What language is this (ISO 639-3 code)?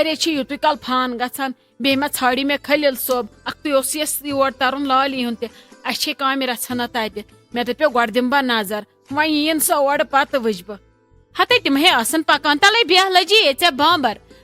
kas